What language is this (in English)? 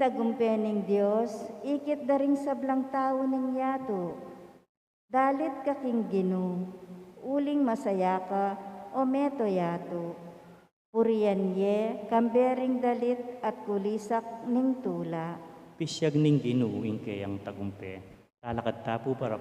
Pampanga